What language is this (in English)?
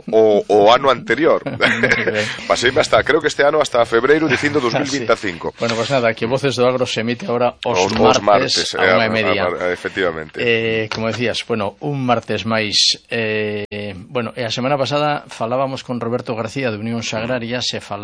Galician